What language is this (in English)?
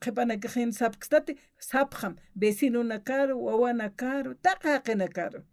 Aymara